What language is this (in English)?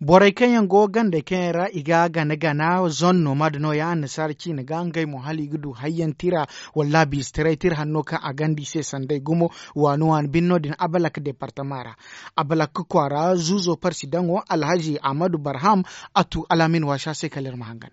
Zarma